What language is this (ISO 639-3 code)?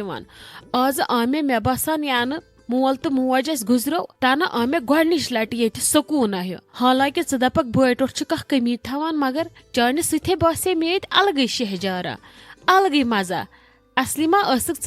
kas